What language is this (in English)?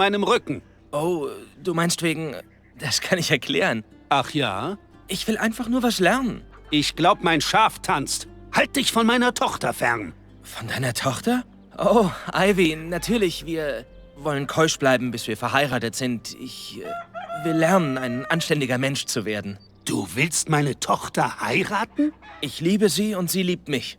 Bavarian